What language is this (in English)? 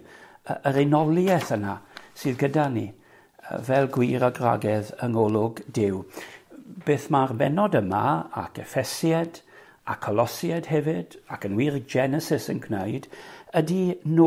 Welsh